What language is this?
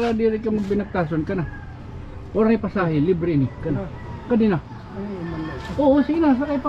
Waray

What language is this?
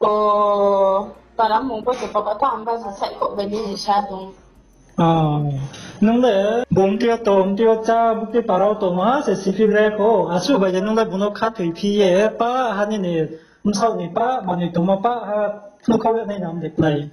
Riang (India)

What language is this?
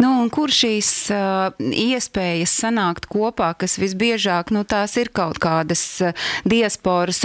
Latvian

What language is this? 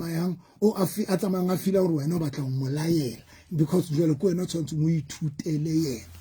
Southern Sotho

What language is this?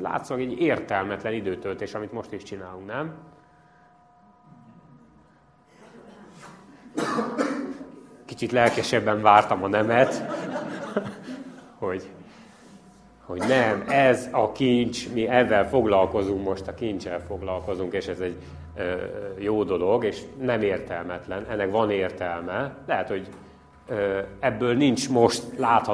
Hungarian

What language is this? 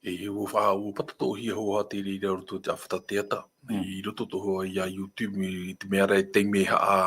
Tahitian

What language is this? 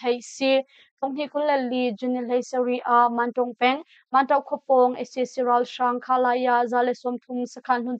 Hakha Chin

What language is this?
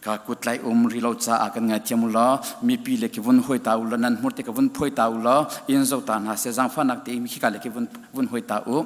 Hakha Chin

